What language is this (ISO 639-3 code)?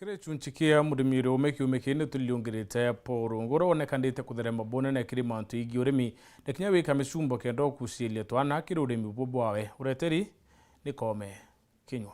mer